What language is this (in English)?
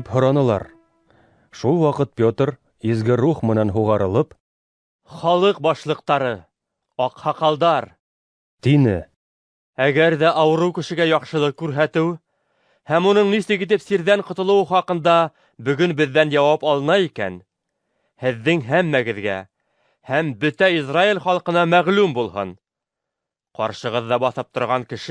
Bashkir